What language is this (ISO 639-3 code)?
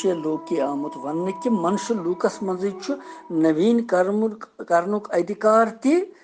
kas